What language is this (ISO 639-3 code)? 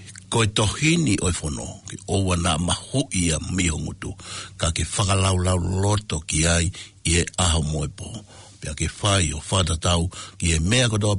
ton